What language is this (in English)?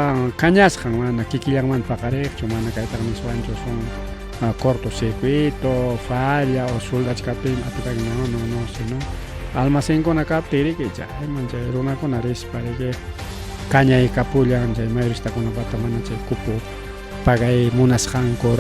Ayacucho Quechua